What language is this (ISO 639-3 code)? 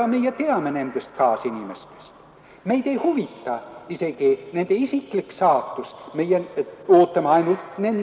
est